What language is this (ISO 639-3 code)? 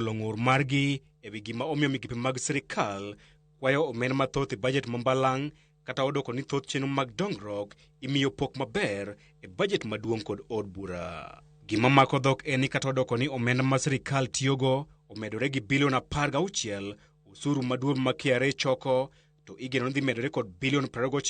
luo